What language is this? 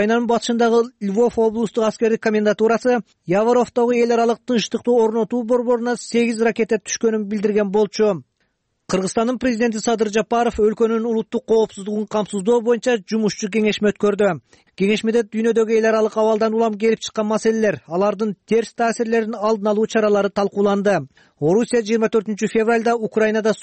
Kyrgyz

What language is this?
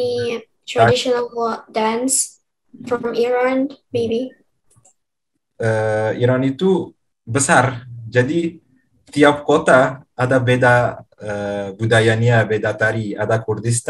Indonesian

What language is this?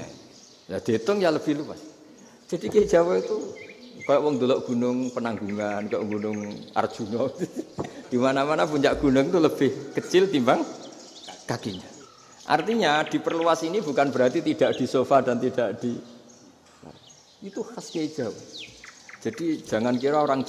Indonesian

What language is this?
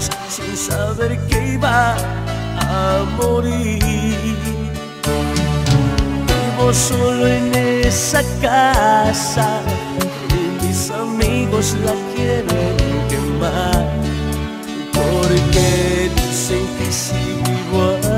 Spanish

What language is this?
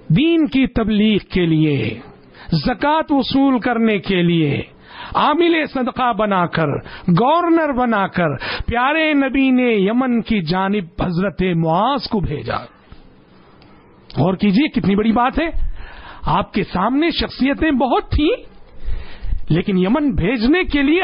Urdu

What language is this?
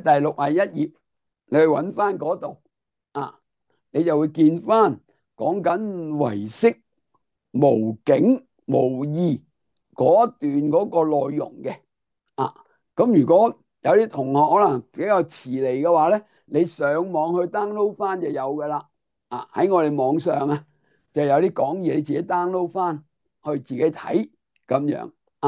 Cantonese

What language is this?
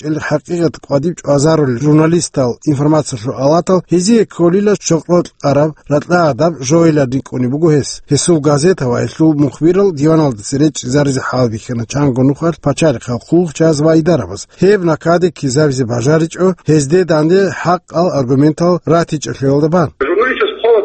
Avaric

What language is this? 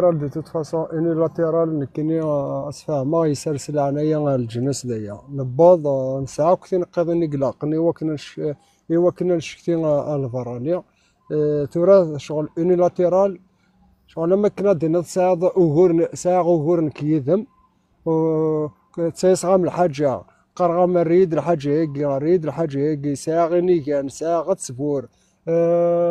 Kabyle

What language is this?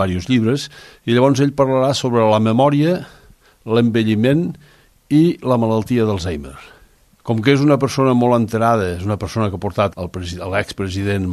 Catalan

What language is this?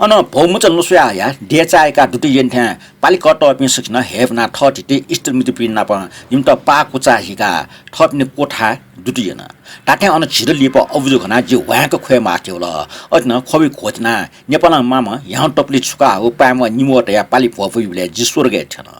Newari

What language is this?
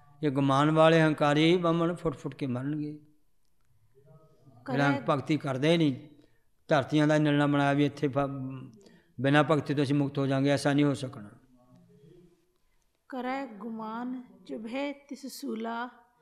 Punjabi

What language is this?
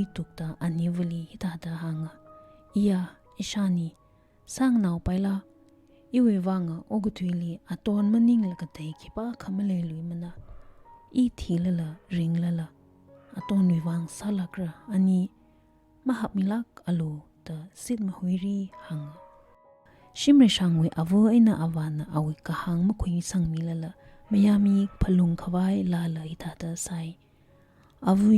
Tangkhul Naga (India)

